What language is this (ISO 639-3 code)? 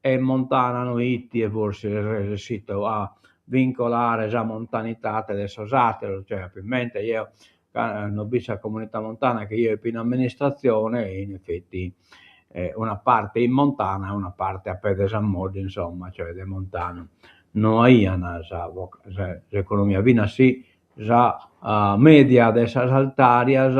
srd